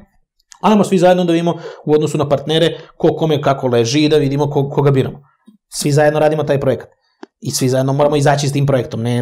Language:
Serbian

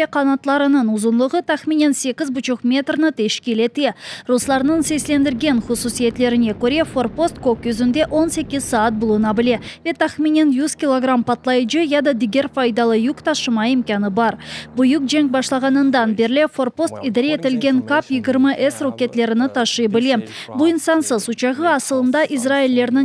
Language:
Crimean Tatar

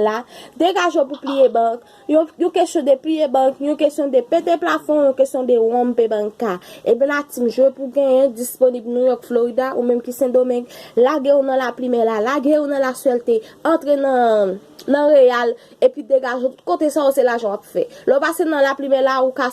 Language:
Haitian Creole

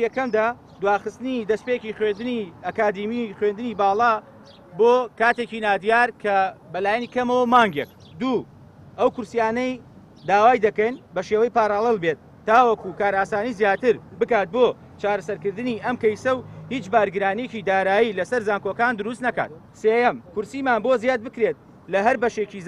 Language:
Central Kurdish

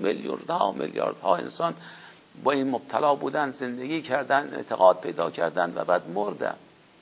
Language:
Persian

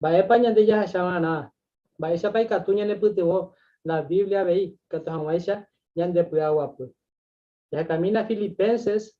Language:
Guarani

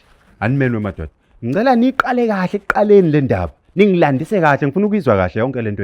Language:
Zulu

